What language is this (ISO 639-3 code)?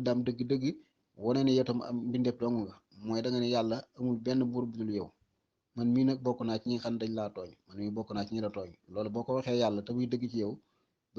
wol